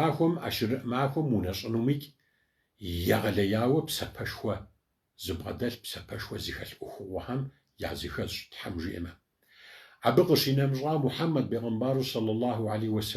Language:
Kabardian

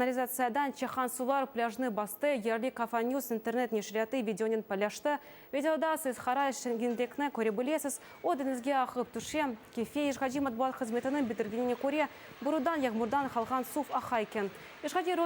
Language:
Crimean Tatar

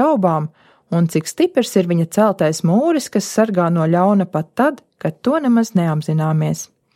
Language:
Latvian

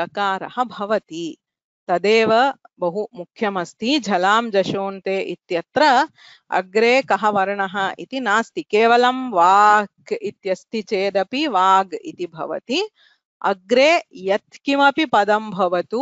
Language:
Sanskrit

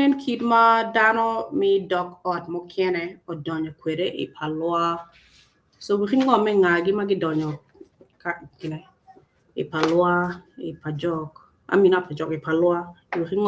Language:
Acoli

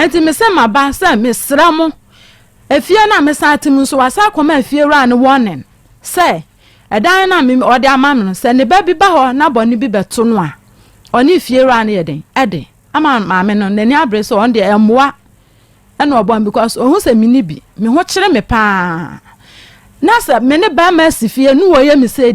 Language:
Akan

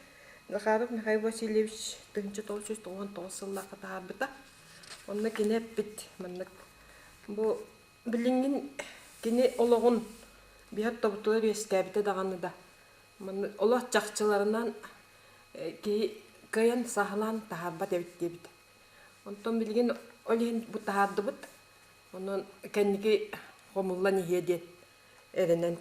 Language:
Yakut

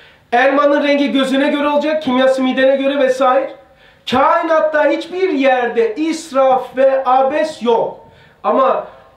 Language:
Turkish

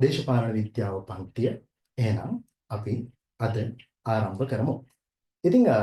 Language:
Sinhala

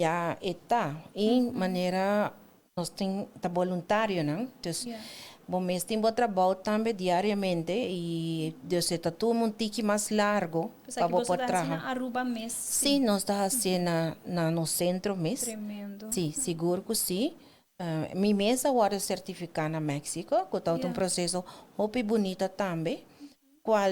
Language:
Papiamento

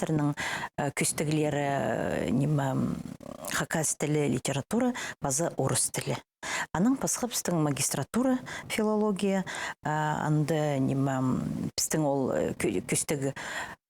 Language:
Khakas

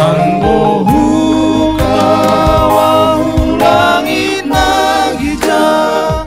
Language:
Batak Simalungun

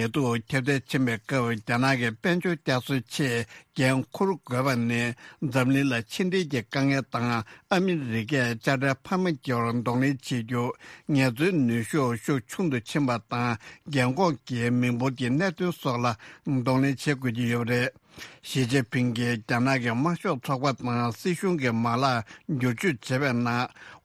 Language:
Tibetan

